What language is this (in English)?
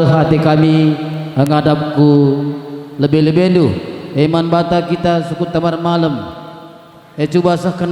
Batak Karo